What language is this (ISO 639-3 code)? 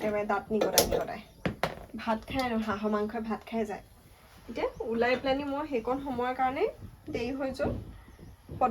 asm